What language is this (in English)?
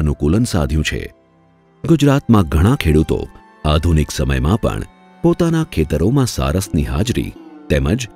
Gujarati